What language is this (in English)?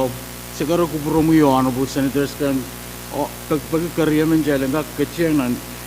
Pohnpeian